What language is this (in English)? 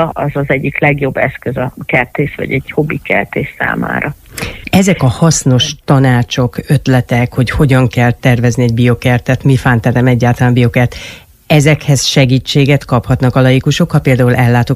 Hungarian